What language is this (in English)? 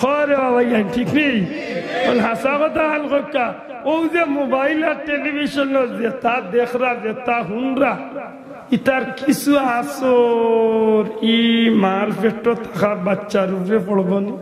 Sylheti